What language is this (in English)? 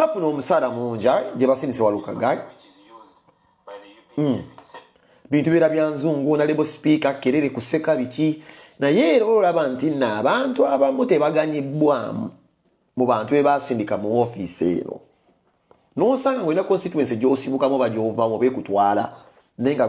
Ganda